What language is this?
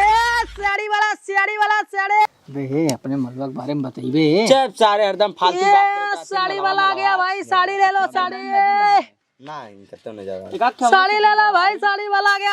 Awadhi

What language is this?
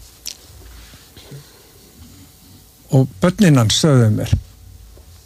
Icelandic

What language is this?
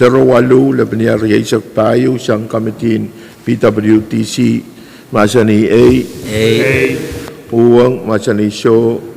Pohnpeian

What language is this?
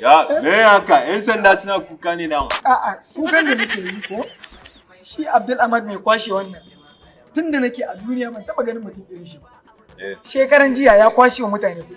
Hausa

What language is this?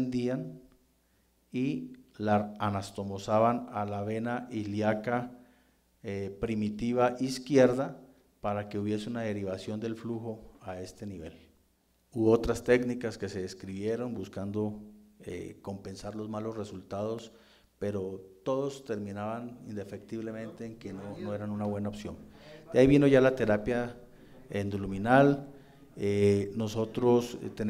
Spanish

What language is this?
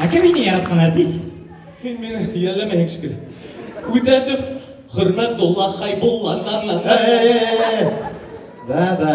Bashkir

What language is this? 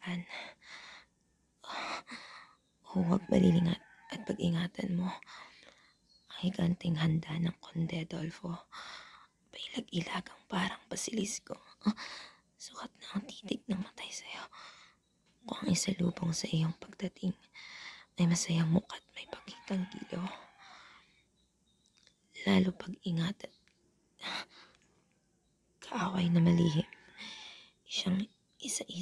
Filipino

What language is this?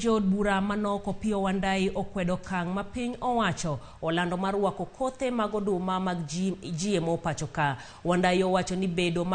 Luo (Kenya and Tanzania)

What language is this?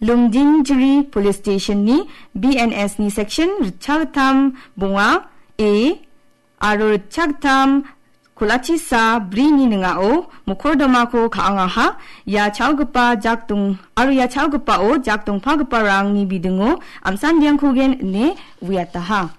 Garo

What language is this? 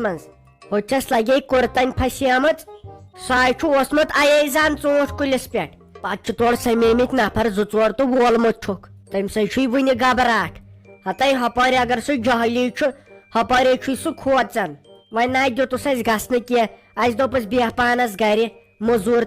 Kashmiri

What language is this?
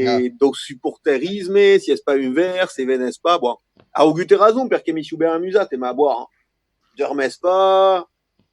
Occitan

